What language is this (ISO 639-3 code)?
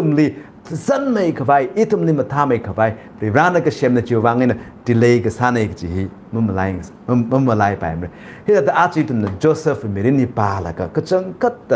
nmf